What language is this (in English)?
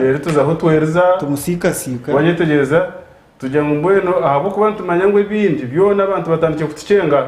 Nyankole